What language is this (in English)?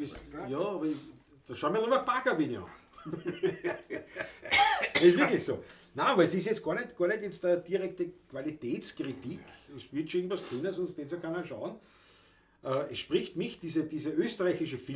Bavarian